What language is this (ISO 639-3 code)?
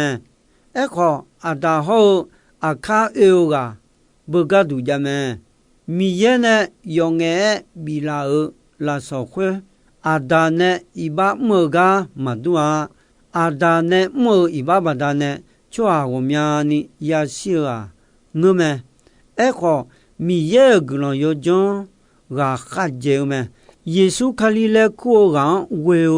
ahk